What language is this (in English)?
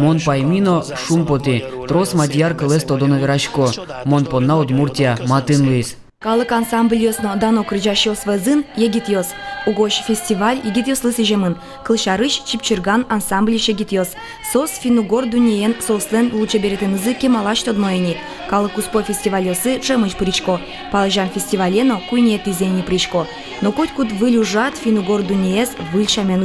Udmurt